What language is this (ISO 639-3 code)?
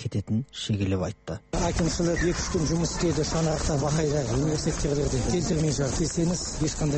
kaz